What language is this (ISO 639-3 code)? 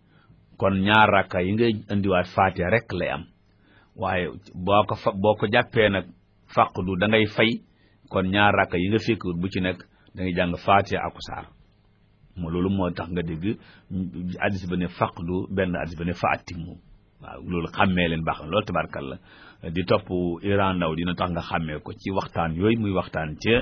wol